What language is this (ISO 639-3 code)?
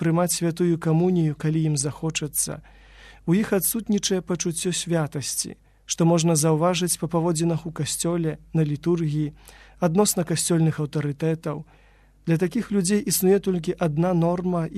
bel